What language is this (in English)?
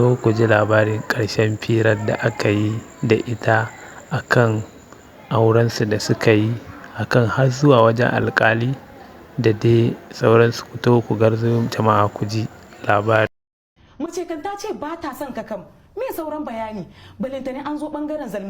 Hausa